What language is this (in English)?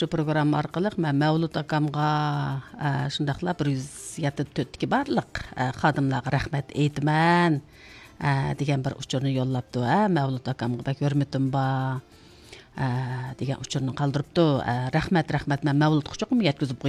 Uyghur